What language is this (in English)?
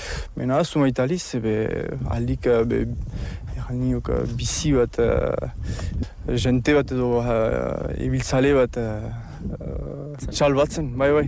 Basque